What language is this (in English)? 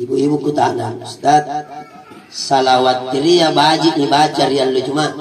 Makasar